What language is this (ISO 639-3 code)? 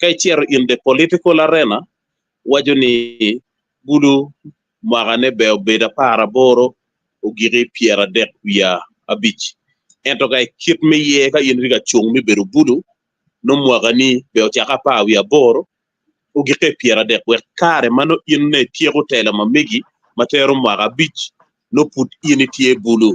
ach